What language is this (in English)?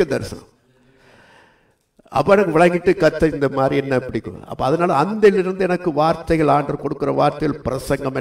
Tamil